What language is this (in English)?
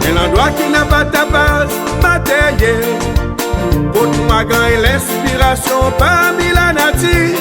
Seselwa Creole French